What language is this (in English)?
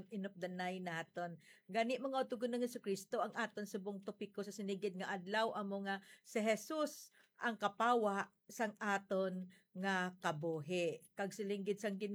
Hiligaynon